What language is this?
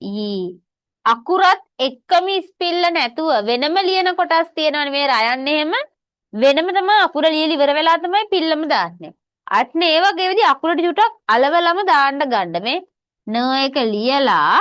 Sinhala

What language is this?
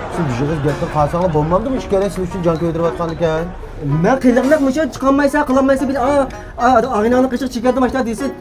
Uyghur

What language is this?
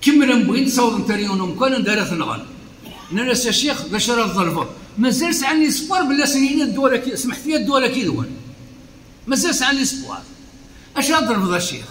Kabyle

